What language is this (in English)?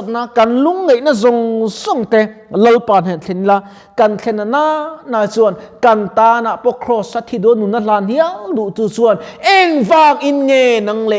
Mizo